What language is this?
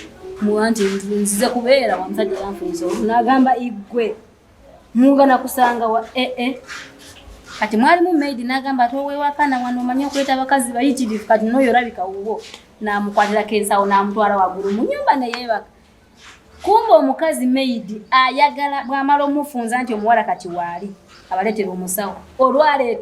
Ganda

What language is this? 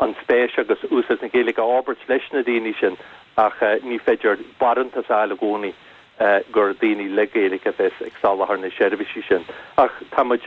Irish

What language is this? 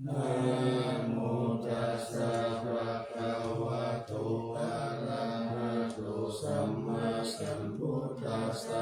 Pali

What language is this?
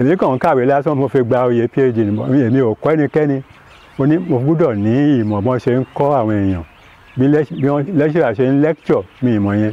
Yoruba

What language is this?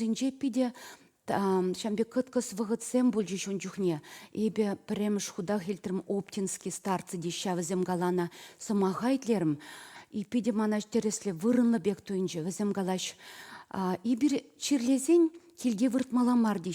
Chuvash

